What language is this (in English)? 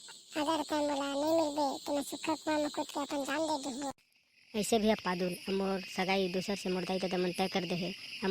Chhattisgarhi